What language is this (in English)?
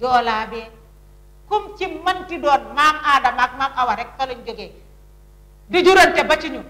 Wolof